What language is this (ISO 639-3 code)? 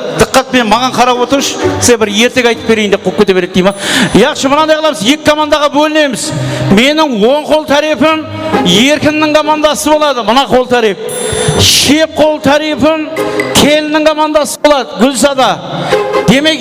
kaa